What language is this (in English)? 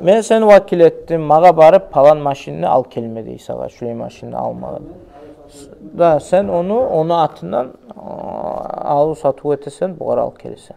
Kumyk